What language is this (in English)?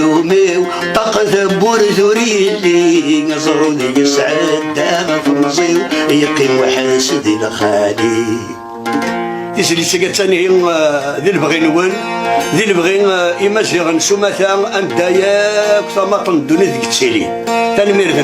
Kabyle